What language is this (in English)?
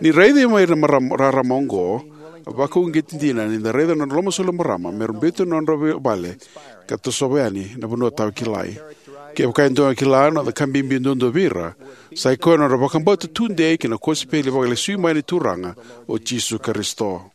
Fijian